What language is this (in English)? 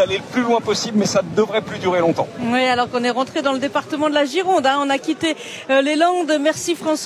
French